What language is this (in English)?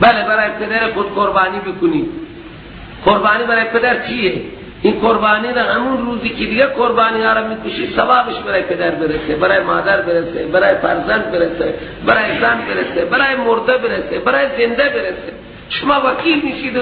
Persian